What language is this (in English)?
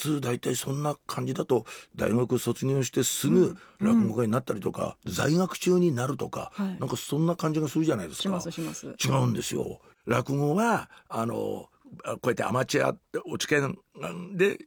Japanese